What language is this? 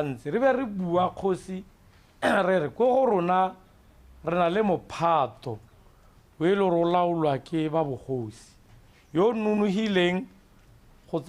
Tswana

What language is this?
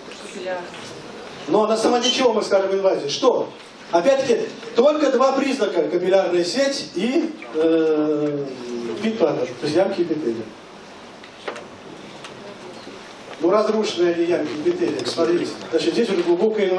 Russian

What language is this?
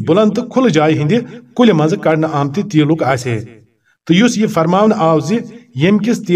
Kashmiri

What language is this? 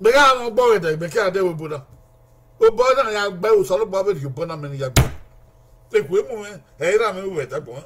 Bini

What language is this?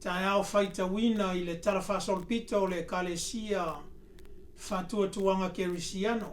Samoan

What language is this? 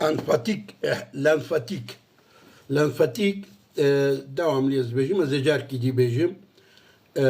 Kurdish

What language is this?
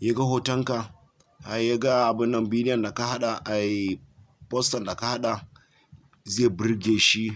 Hausa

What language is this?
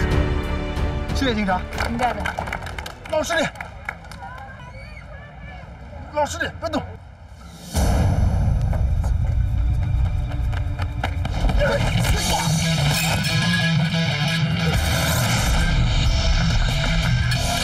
Chinese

